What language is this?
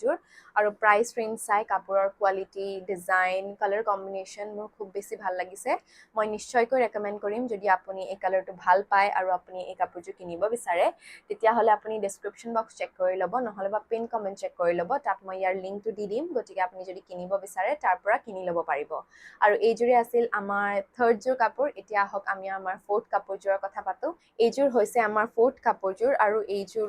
Assamese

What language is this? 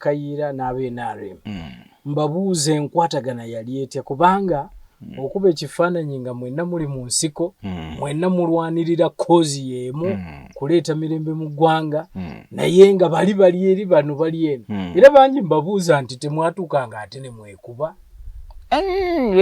Ganda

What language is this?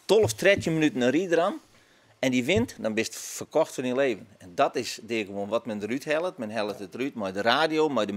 Western Frisian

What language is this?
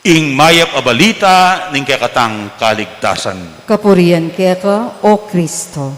Pampanga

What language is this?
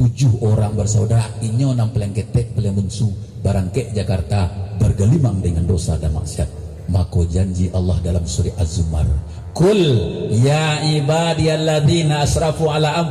Minangkabau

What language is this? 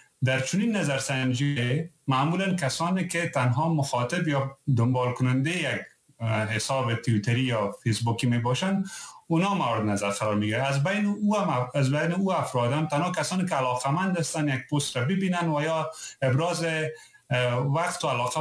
Persian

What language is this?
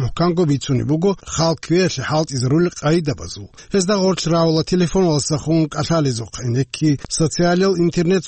Avaric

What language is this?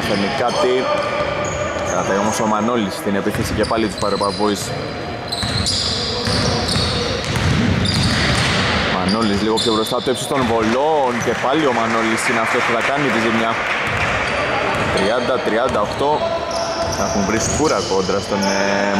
Greek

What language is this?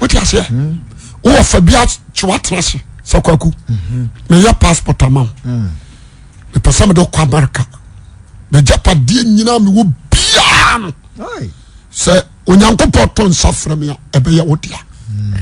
Akan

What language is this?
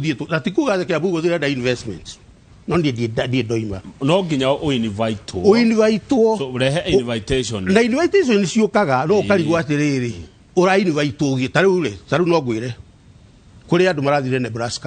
Kikuyu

